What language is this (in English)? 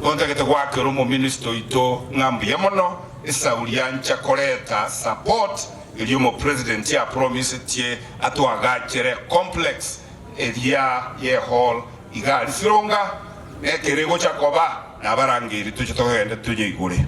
Gusii